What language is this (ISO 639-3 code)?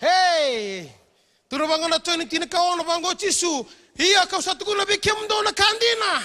fij